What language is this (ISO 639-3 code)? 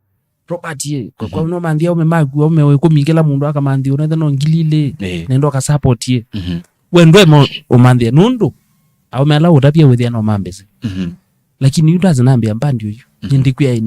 kam